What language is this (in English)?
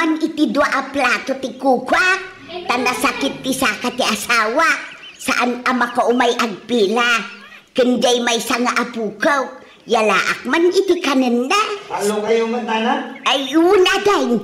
Iloko